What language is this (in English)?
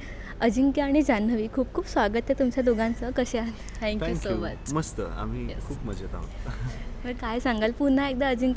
Marathi